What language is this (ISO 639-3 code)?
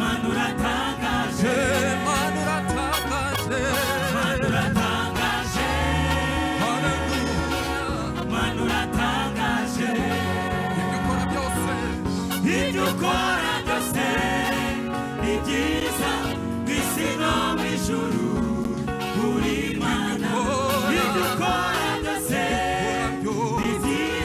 kin